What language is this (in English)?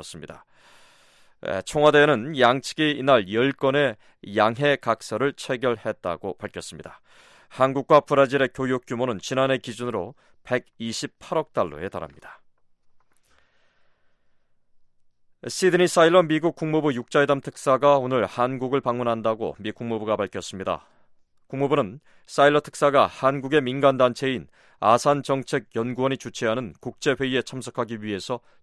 Korean